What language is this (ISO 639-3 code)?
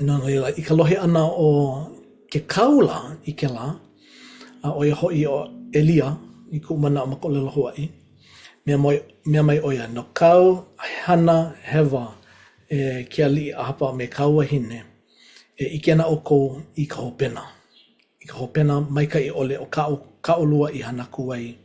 haw